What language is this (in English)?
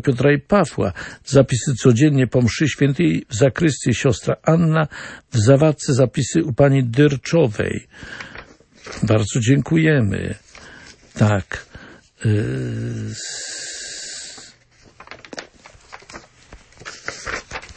Polish